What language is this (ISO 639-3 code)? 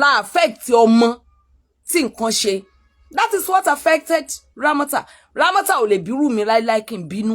yor